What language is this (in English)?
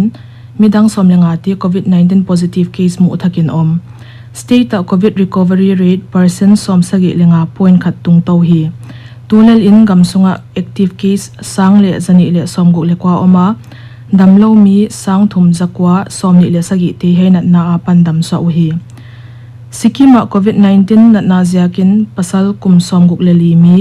Paite Chin